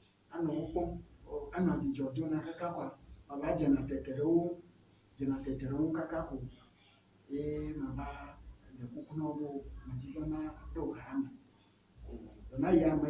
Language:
Ewe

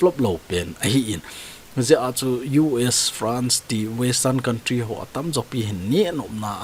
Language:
Thado Chin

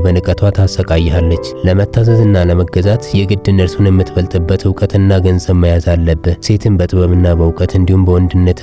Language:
Amharic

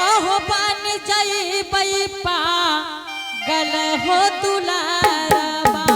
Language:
Angika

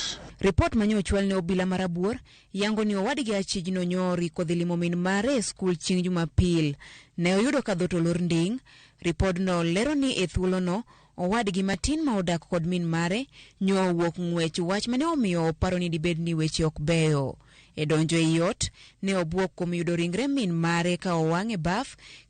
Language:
Luo (Kenya and Tanzania)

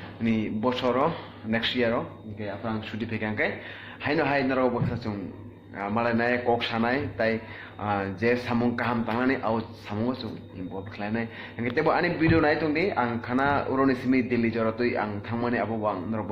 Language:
Kok Borok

